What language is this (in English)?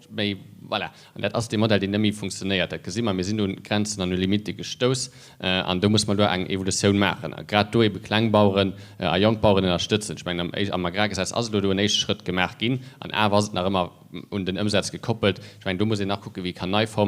Luxembourgish